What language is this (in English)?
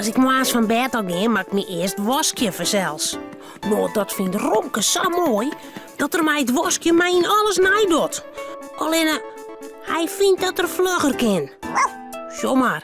Western Frisian